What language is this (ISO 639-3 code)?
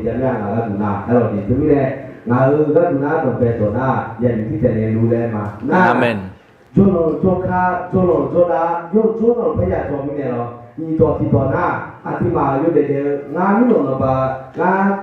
ahk